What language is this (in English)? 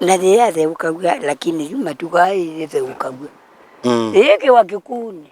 Kamba